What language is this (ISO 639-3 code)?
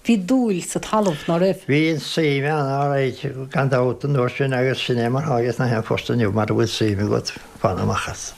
gle